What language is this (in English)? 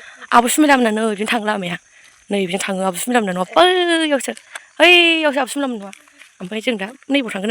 Bodo